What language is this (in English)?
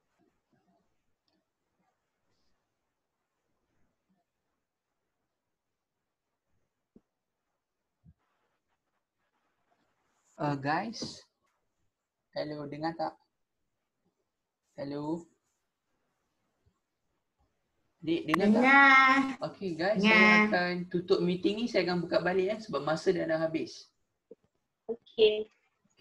Malay